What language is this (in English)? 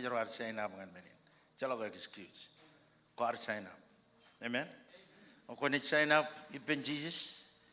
Marshallese